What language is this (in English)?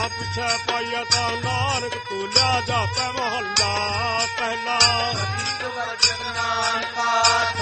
Punjabi